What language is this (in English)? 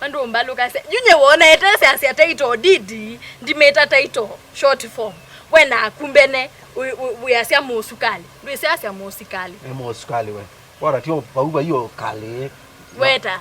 Kamba